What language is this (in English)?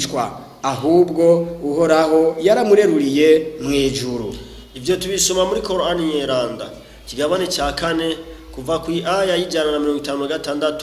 Rundi